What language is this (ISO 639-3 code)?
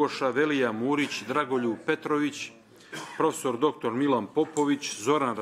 bos